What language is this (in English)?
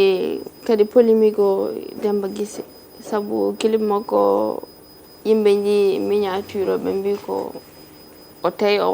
Fula